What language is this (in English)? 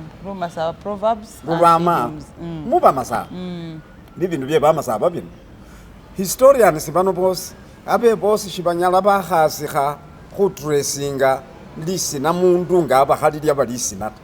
Masaaba